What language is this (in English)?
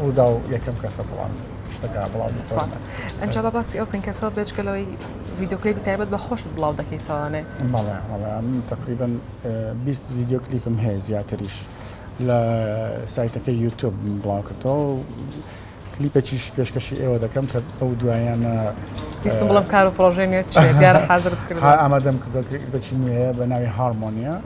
Central Kurdish